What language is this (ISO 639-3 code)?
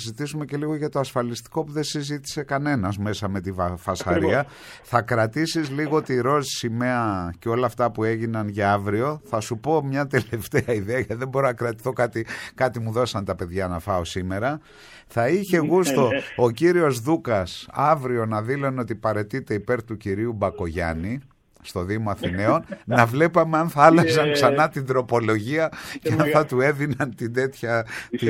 ell